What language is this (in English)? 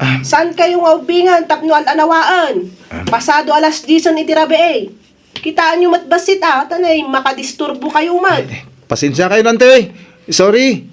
Iloko